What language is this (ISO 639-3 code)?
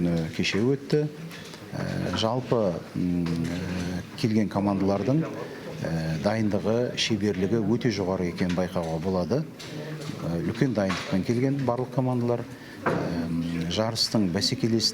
kaz